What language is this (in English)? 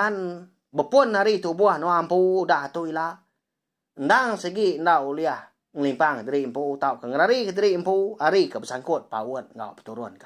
Iban